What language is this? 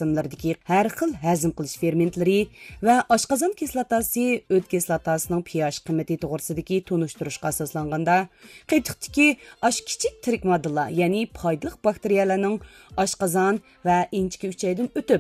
Uyghur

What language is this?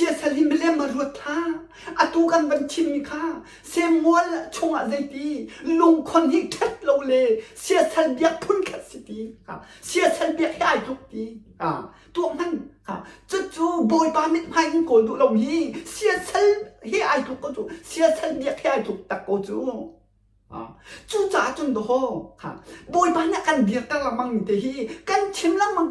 Hakha Chin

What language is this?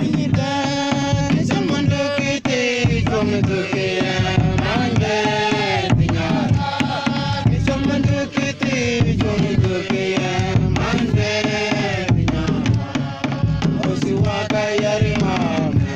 Mabaan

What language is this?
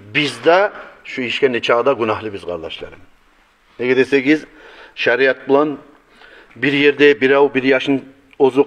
Kumyk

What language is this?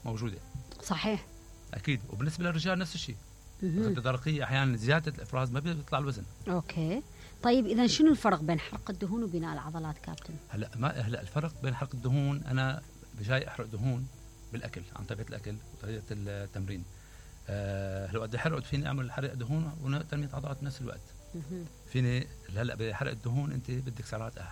Mesopotamian Arabic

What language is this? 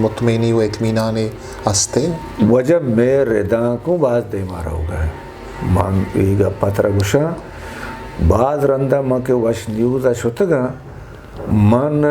Eastern Balochi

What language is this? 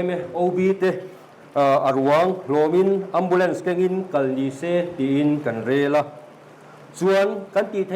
Mizo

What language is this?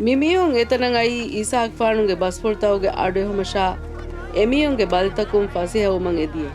Divehi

